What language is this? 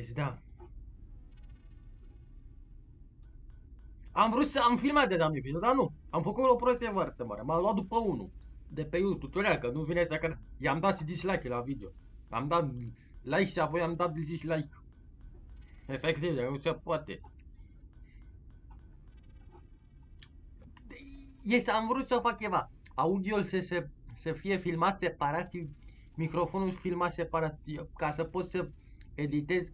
Romanian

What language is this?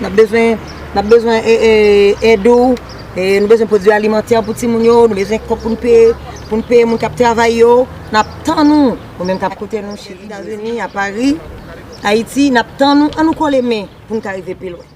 Haitian Creole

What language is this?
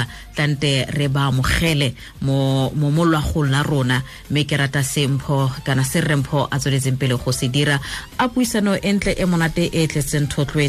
Tswana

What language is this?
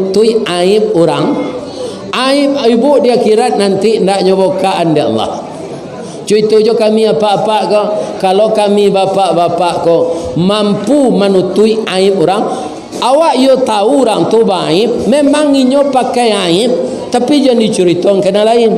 Minangkabau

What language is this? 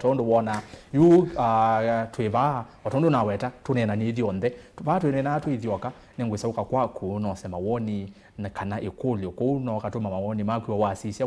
Kamba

